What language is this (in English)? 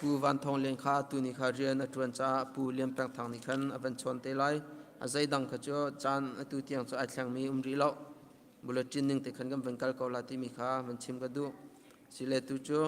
Hakha Chin